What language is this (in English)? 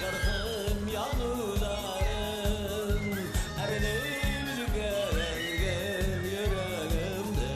Bashkir